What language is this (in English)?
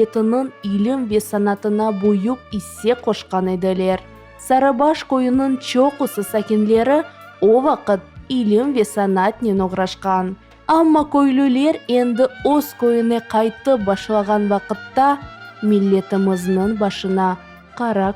Crimean Tatar